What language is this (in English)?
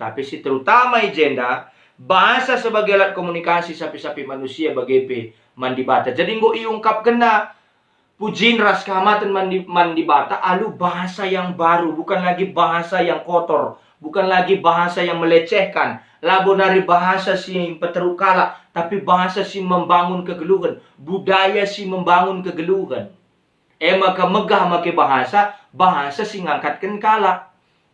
Batak Karo